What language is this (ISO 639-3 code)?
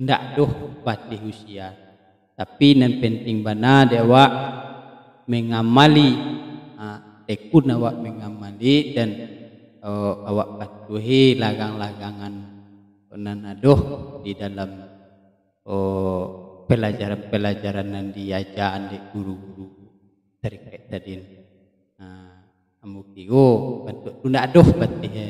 min